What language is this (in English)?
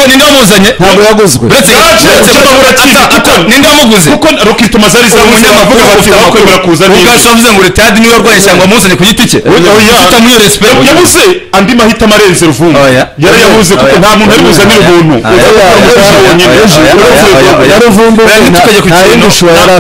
Kinyarwanda